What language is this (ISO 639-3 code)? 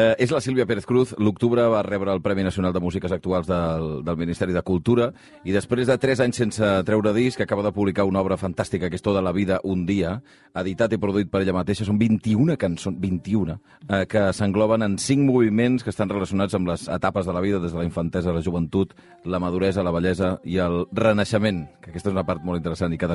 cat